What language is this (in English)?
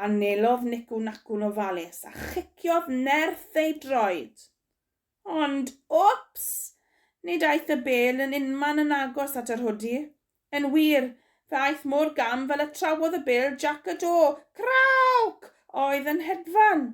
Welsh